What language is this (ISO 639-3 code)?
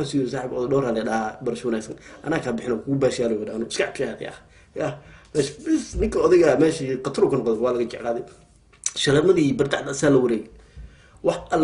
som